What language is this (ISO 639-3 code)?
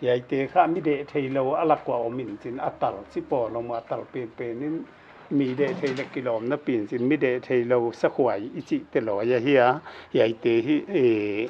pck